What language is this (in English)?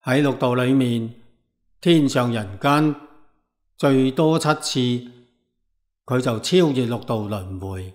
Cantonese